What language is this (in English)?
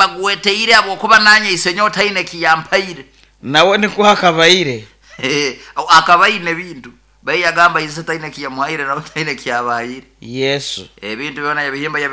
Nyoro